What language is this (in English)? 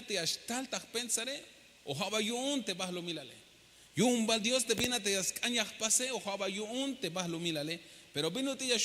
Tzeltal